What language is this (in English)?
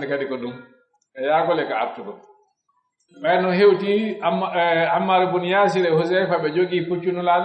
Pular